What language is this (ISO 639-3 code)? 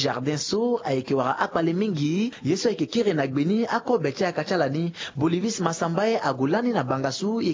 sag